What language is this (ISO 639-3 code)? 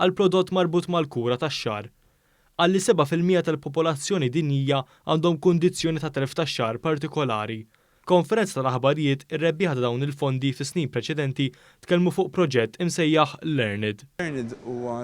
mlt